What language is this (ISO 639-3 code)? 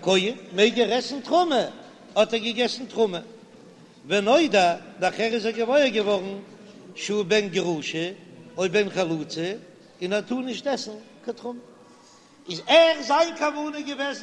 yid